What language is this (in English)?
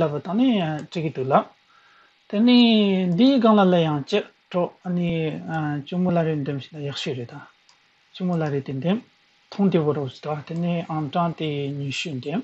Tibetan